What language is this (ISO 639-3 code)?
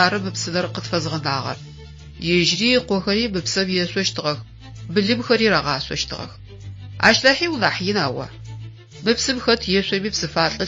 ady